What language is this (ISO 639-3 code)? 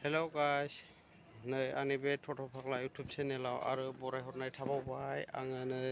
brx